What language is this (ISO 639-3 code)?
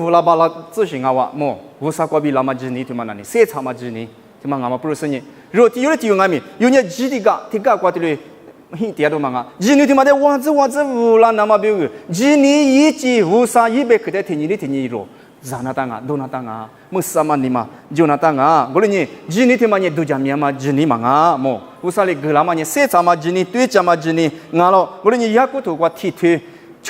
lis